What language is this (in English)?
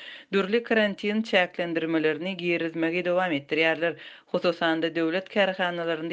Turkmen